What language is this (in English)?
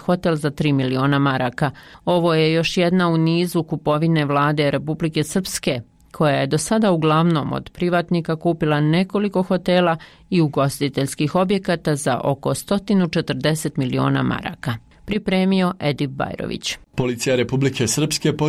Bosnian